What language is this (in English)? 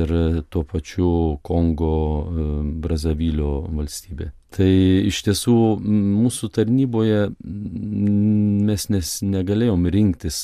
Lithuanian